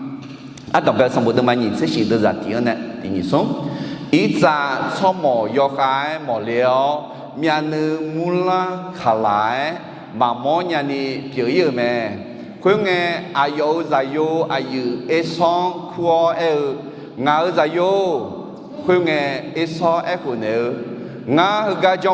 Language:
Akha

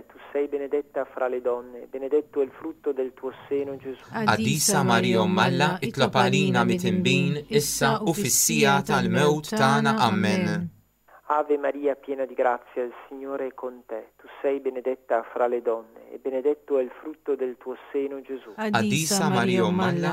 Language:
Italian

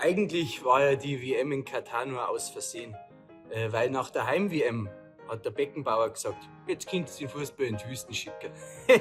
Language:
Bavarian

